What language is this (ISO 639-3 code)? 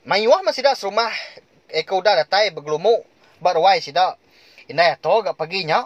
iba